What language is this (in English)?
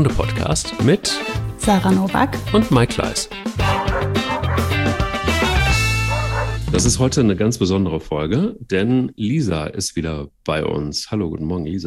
German